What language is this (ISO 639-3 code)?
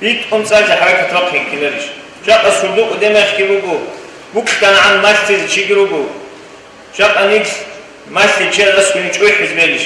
ava